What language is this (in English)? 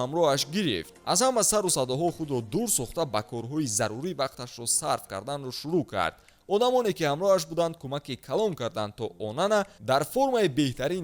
Tajik